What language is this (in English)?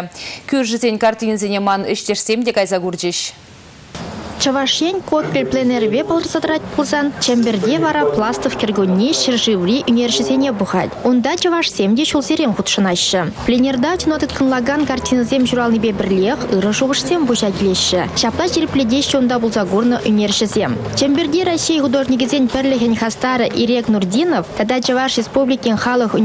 Chuvash